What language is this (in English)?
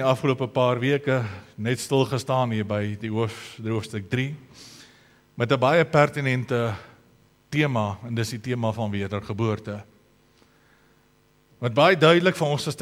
Afrikaans